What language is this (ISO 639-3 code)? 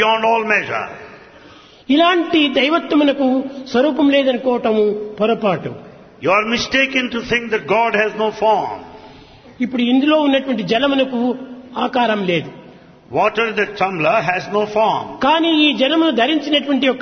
tel